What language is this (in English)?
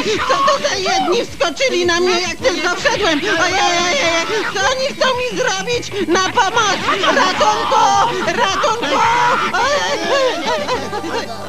Polish